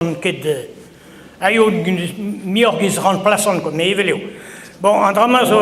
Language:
Breton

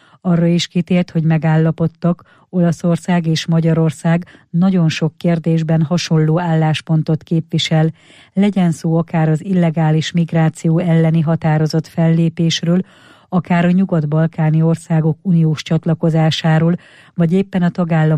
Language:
Hungarian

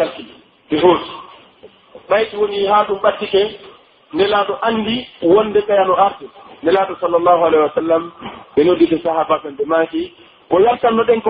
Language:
Pular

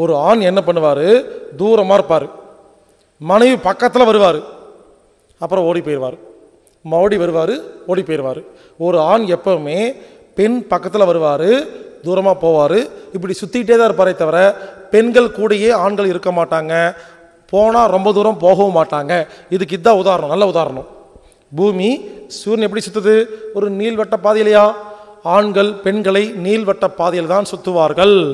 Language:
Tamil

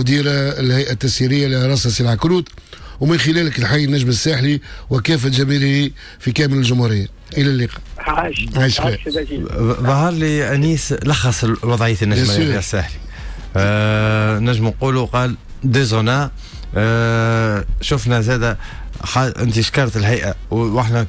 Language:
Tunisian Arabic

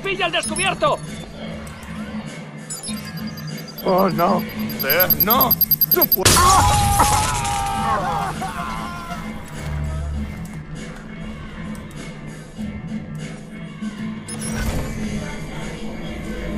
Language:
Spanish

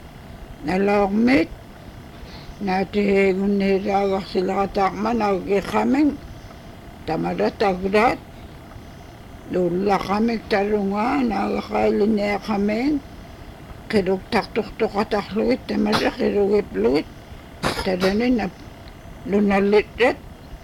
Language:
Inupiaq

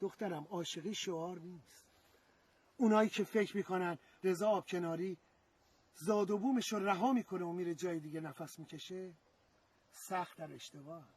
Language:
Gilaki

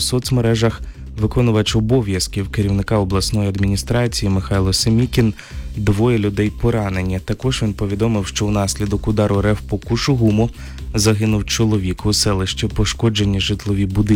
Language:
Ukrainian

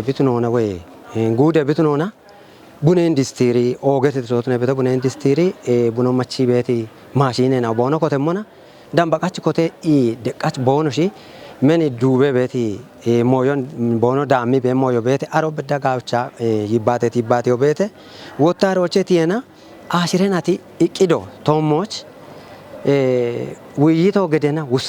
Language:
Kafa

